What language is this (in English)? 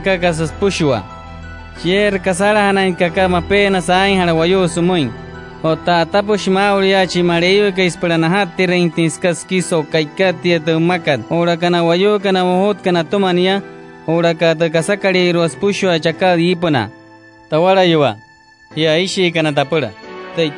Wayuu